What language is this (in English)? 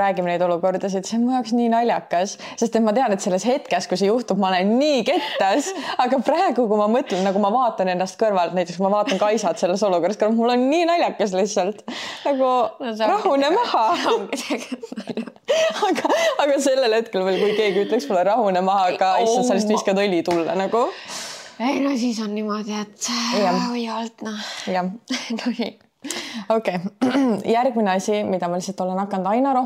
Estonian